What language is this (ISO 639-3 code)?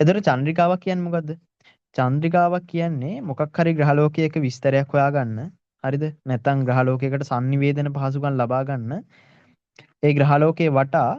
sin